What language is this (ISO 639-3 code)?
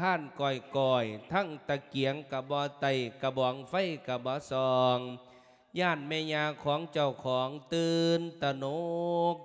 lao